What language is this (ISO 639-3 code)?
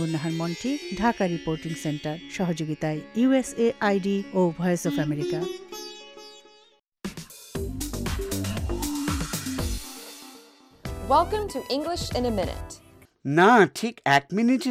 ben